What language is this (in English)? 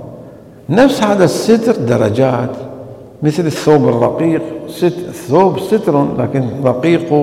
Mesopotamian Arabic